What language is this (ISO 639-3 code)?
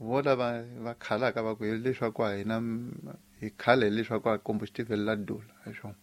tso